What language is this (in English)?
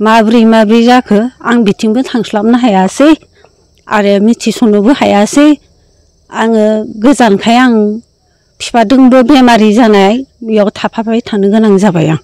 Bodo